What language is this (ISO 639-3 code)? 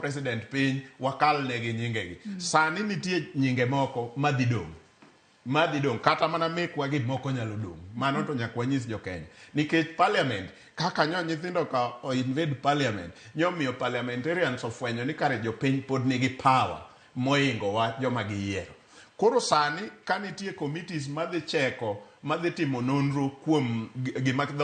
luo